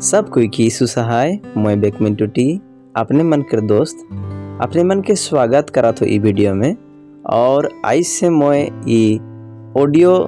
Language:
Sadri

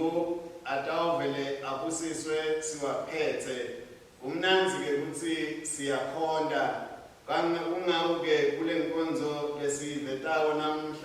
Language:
Swati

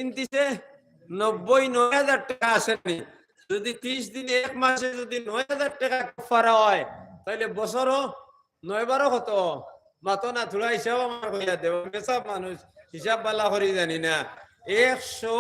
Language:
Sylheti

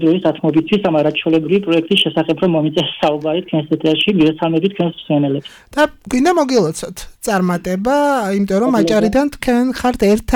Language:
Georgian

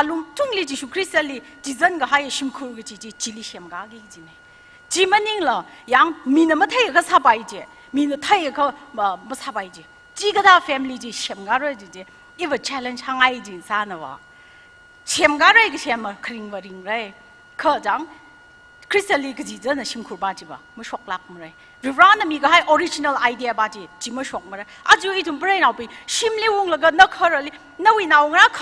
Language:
Tangkhul Naga (India)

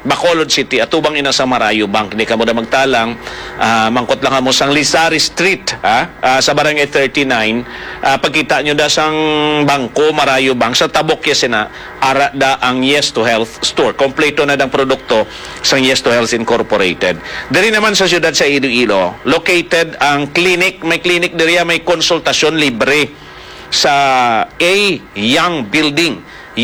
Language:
Hiligaynon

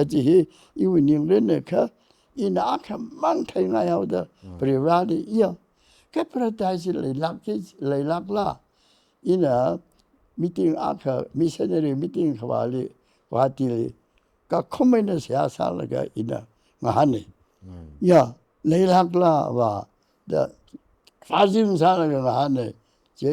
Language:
Tangkhul Naga (India)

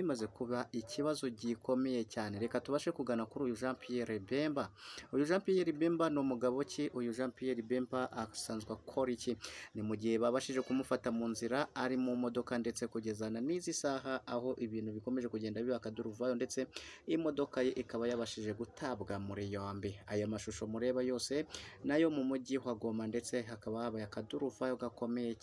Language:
Kinyarwanda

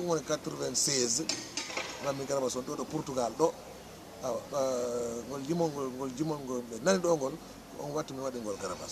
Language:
Fula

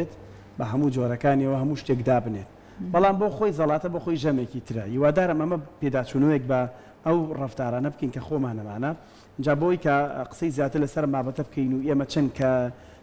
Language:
Central Kurdish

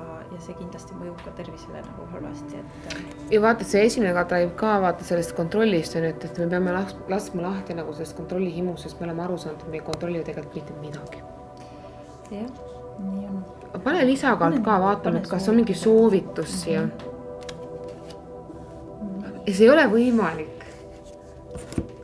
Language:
Estonian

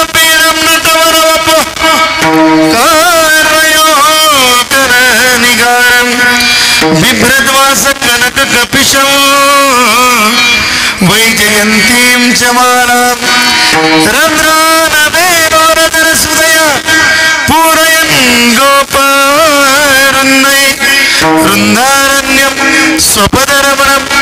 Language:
Marathi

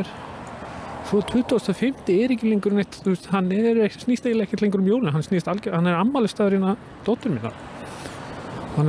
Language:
Icelandic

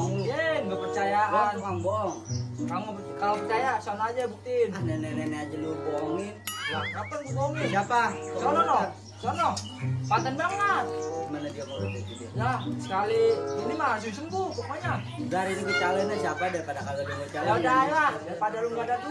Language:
Betawi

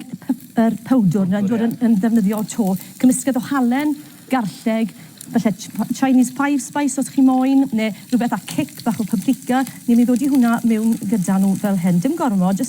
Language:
Welsh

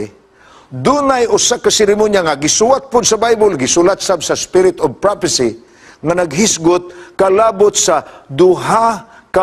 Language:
Cebuano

